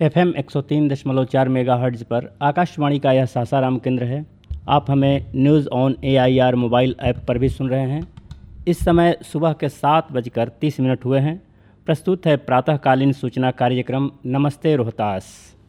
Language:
Hindi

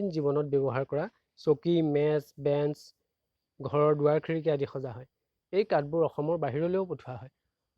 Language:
Assamese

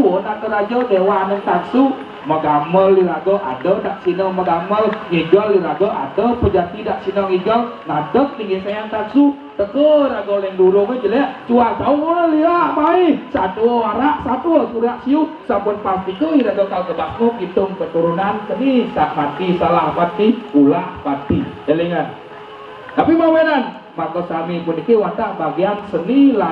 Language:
Balinese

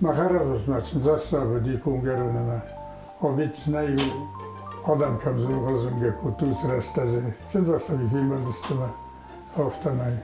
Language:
Ossetic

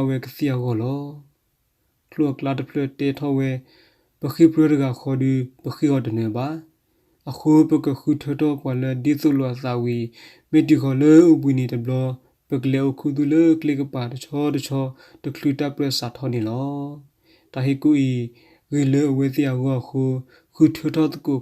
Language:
S'gaw Karen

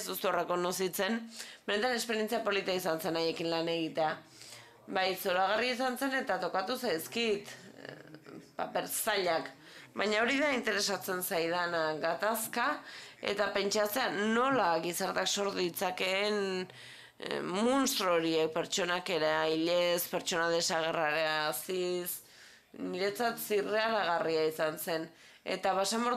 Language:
Basque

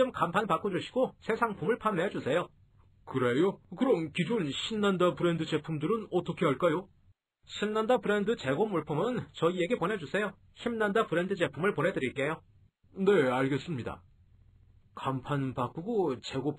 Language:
Korean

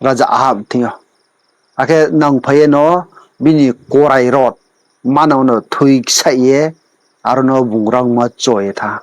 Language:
Riang (India)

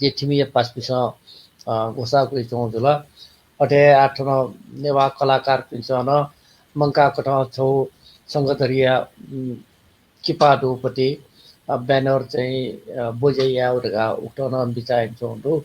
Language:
Newari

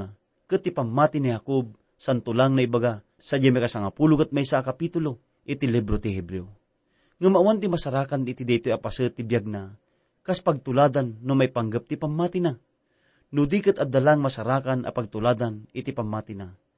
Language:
Iloko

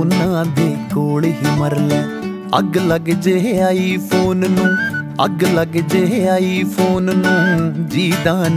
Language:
Punjabi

